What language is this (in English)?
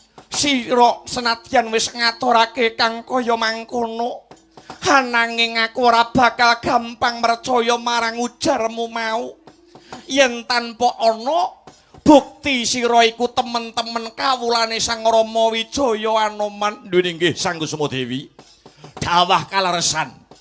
Javanese